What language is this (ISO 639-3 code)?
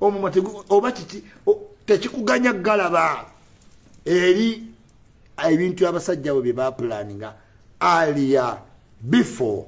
lug